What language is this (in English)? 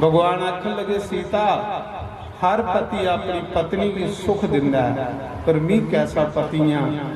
Dogri